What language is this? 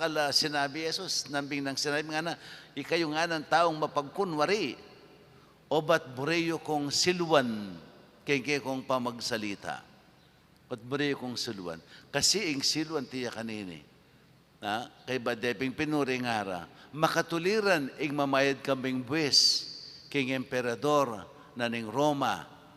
Pampanga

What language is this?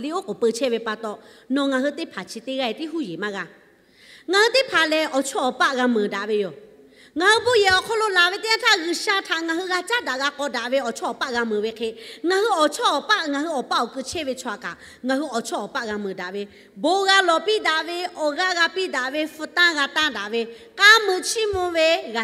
Lahu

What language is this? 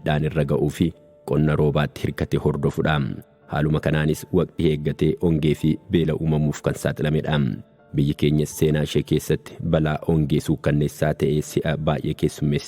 Oromo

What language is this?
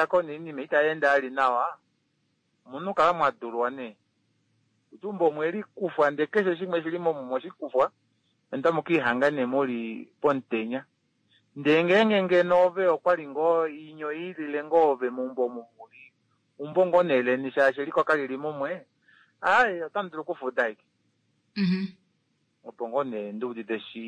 Kuanyama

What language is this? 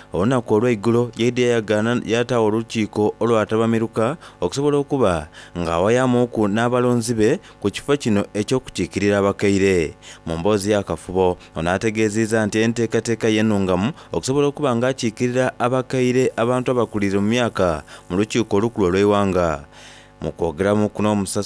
Soga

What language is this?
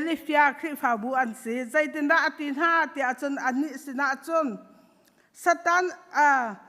Hakha Chin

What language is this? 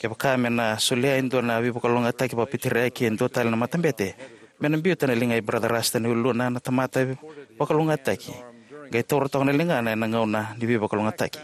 Fijian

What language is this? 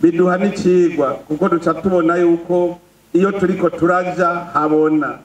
Rundi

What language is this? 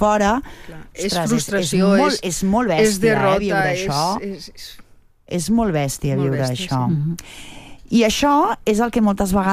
Catalan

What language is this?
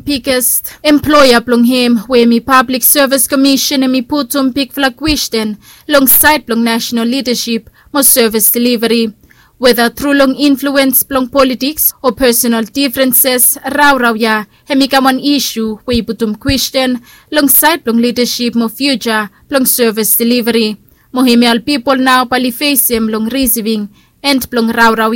Bislama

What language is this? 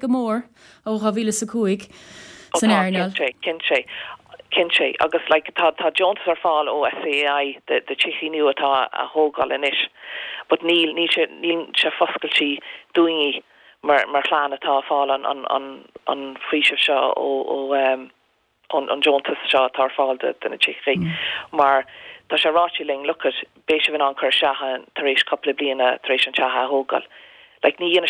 Irish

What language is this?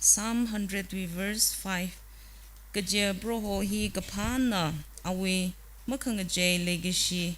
Tangkhul Naga (India)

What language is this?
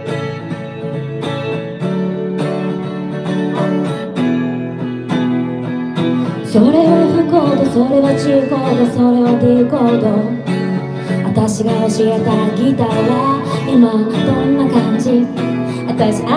Japanese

